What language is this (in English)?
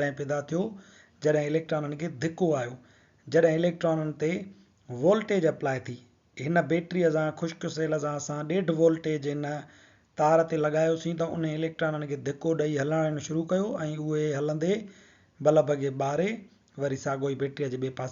Sindhi